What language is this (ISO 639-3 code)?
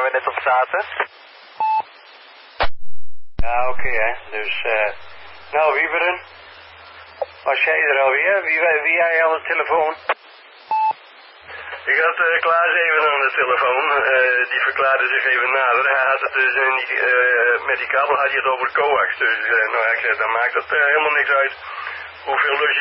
nld